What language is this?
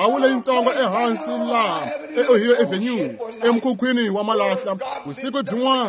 Tsonga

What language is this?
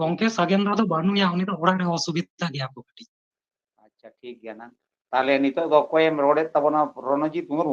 Santali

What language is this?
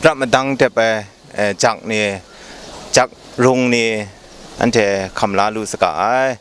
Kachin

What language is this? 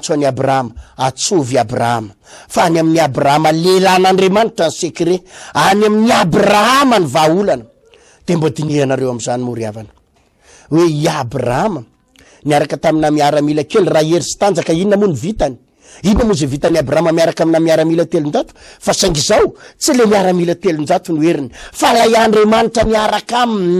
Malagasy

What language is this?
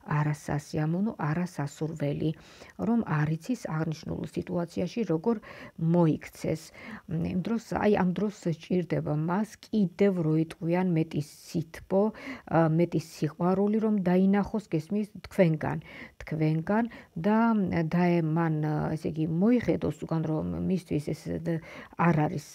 Georgian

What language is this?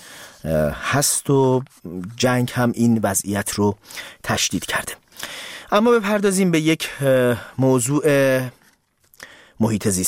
Persian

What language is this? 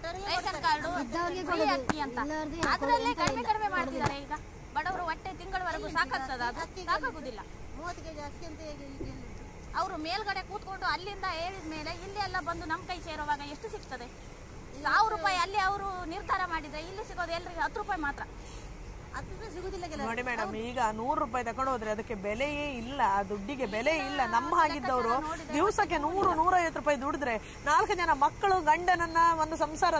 Kannada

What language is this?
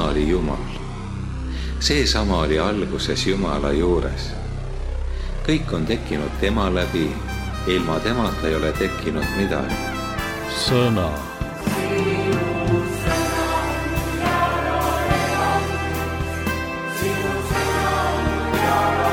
Estonian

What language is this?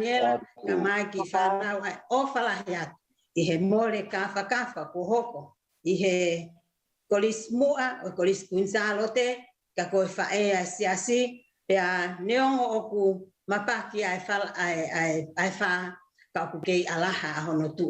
Tongan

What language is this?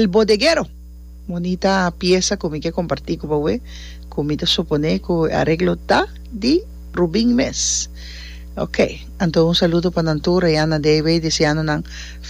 Papiamento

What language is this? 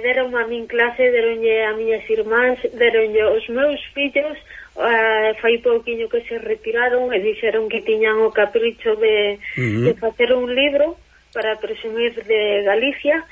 Galician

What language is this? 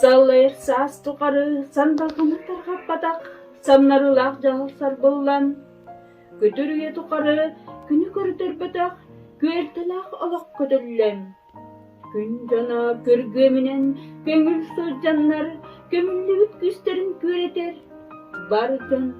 Yakut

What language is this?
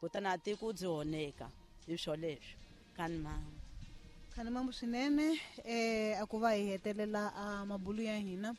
Tsonga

